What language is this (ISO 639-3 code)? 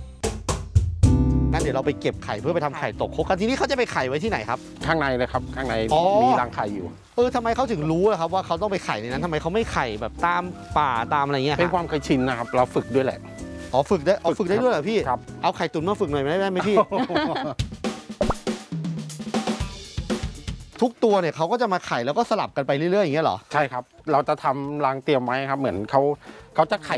tha